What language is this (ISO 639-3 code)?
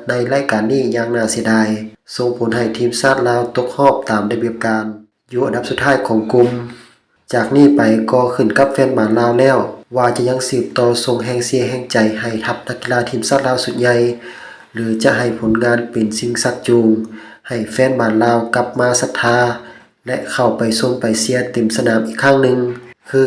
lao